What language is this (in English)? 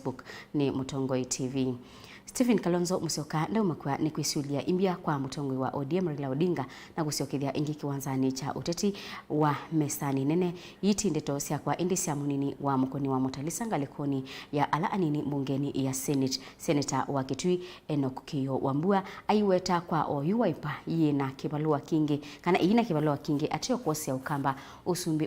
Kamba